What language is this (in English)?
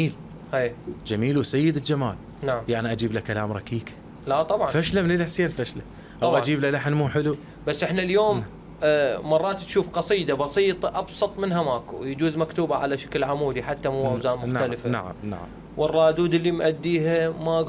Mesopotamian Arabic